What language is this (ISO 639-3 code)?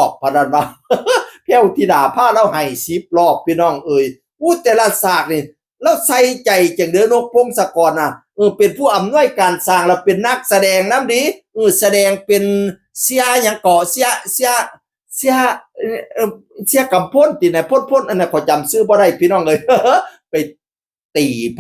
tts